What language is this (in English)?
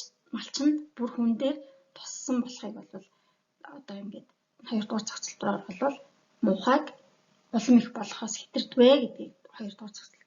Mongolian